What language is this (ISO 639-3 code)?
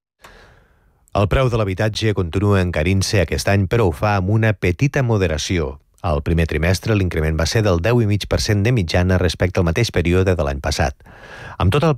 cat